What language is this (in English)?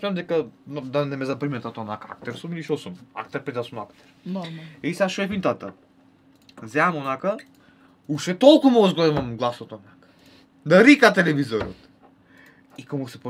Macedonian